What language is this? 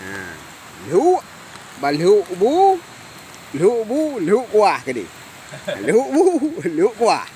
Achinese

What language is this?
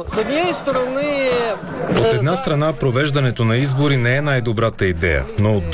Bulgarian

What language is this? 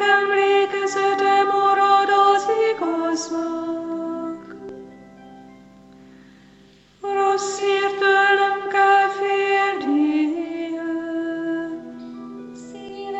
Hungarian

